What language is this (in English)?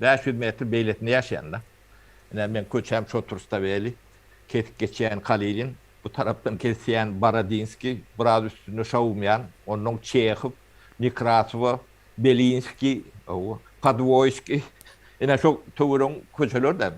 Turkmen